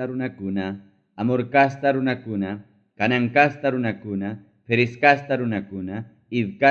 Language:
Ayacucho Quechua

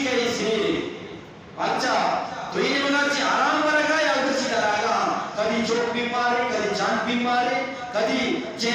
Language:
Eastern Balochi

